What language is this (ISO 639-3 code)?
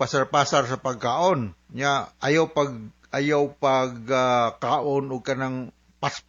ceb